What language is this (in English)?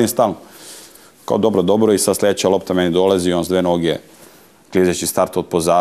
Serbian